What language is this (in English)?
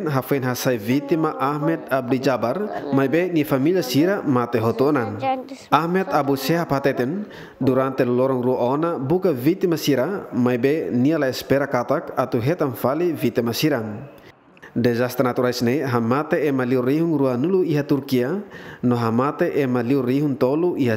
Tetum